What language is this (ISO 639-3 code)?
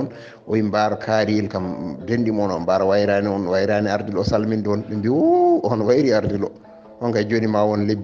ful